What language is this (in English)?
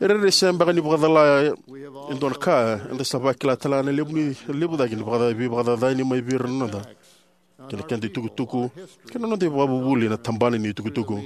Fijian